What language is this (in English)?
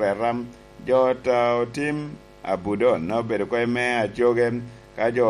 Lango (Uganda)